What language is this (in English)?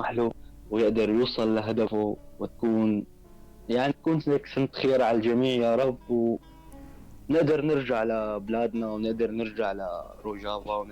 North Levantine Arabic